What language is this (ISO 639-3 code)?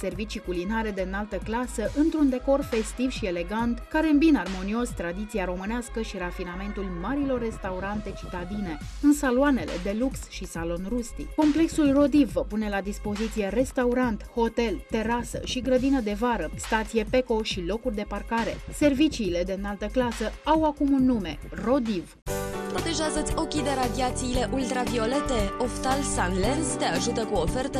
ron